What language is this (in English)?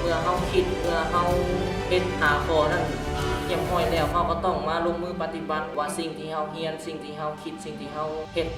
Lao